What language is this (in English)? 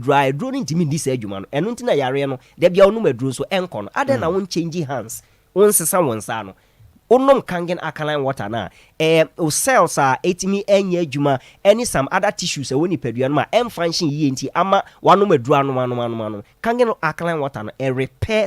Akan